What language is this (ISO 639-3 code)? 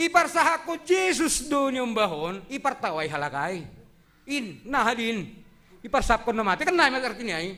bts